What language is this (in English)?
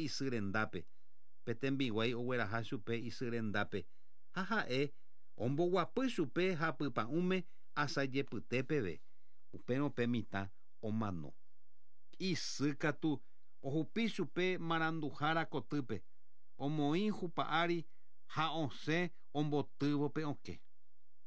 Guarani